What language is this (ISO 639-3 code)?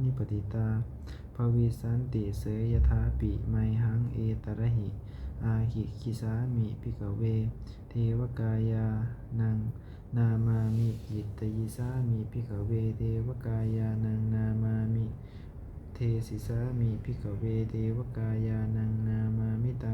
pli